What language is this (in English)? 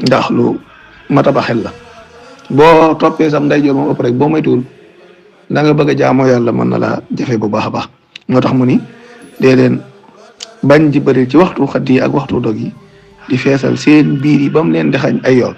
Wolof